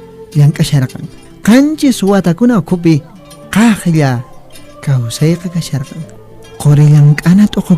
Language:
Puno Quechua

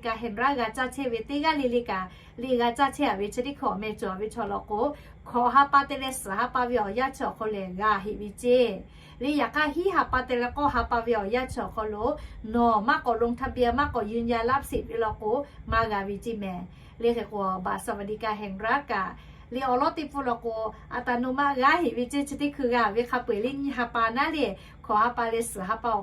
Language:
Lahu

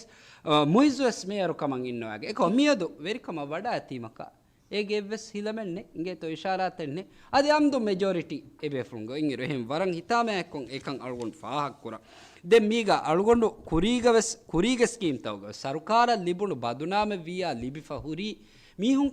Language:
Divehi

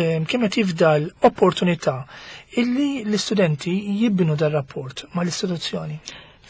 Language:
Maltese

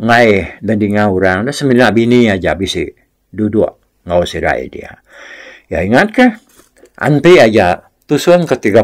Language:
Iban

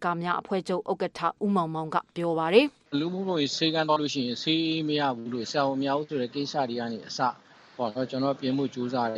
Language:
Burmese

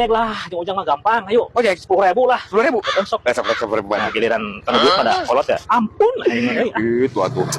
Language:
Sundanese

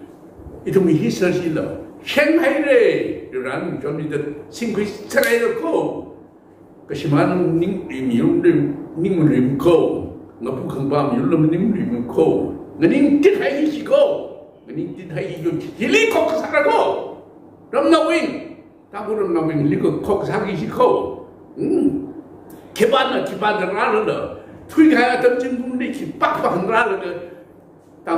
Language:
Tangkhul Naga (India)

